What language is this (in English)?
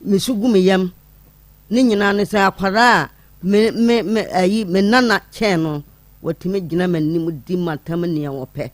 Akan